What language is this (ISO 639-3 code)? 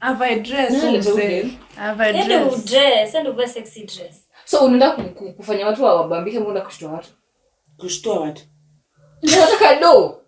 guz